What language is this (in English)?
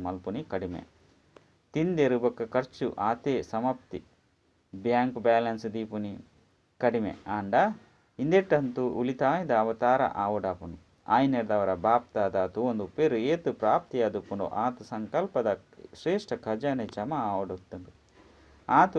Tulu